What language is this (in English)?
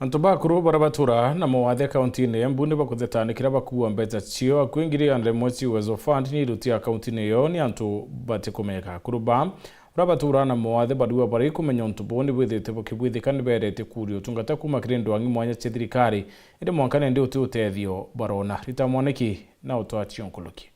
Meru